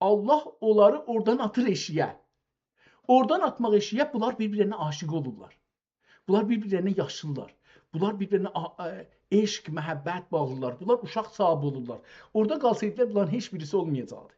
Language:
South Azerbaijani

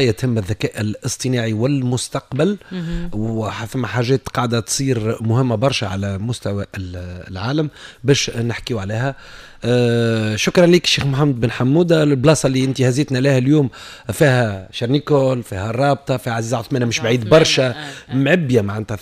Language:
Tunisian Arabic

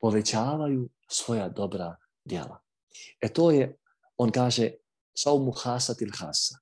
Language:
Bosnian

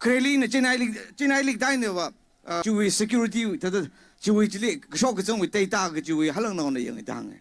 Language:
Tangkhul Naga (India)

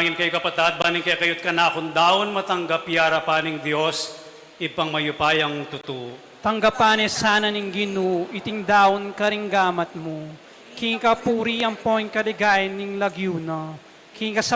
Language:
Pampanga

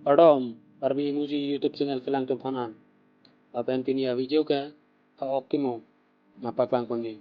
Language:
Karbi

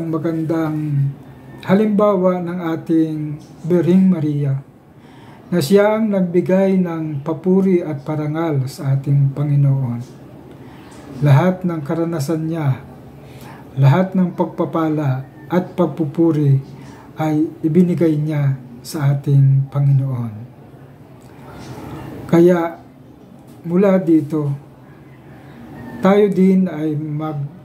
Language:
Filipino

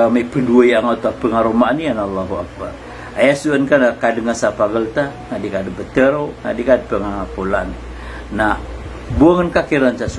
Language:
Maranao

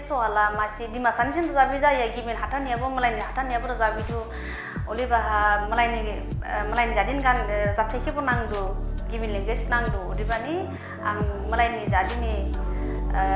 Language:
Dimasa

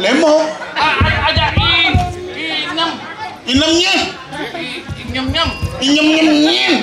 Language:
Balinese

